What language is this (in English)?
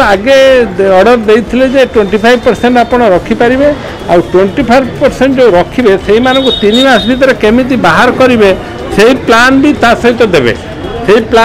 Odia